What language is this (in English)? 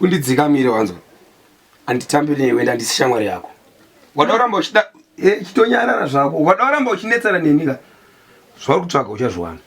Shona